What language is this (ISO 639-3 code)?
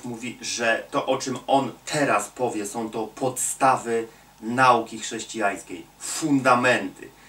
pol